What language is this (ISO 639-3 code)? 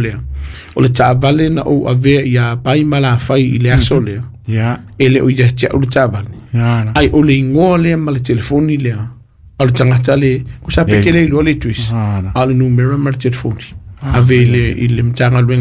smo